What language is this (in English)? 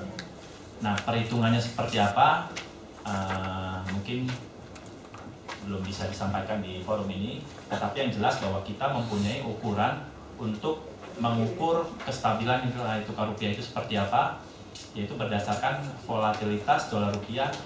Indonesian